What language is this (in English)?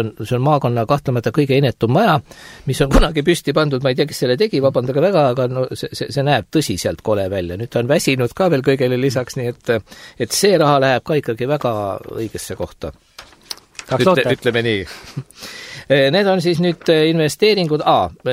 Estonian